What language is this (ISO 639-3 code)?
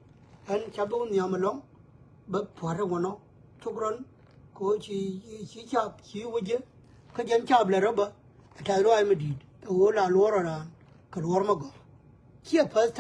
nus